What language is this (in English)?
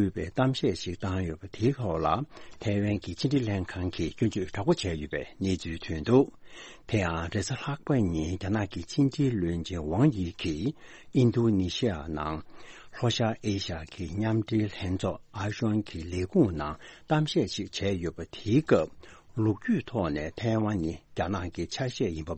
Tibetan